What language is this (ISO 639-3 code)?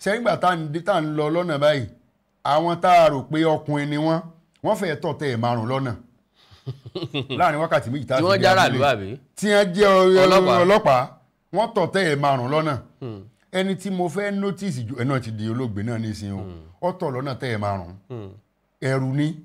yor